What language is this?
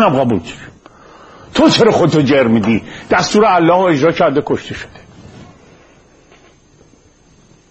Persian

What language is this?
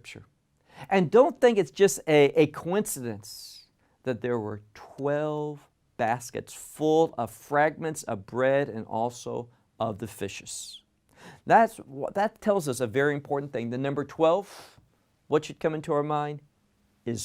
English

